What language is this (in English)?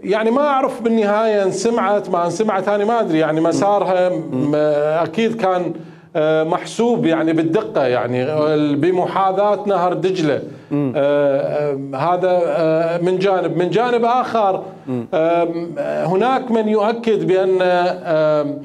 Mesopotamian Arabic